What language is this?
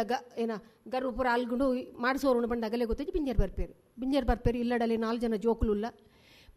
Tulu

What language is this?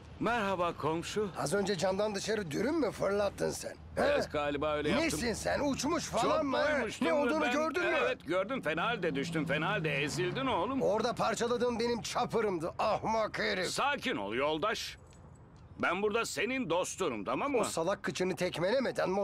Turkish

